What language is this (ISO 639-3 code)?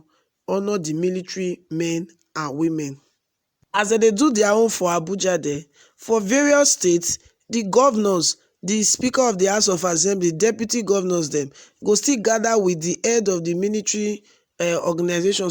pcm